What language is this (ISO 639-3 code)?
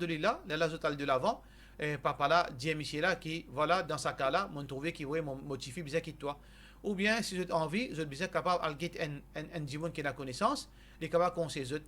mfe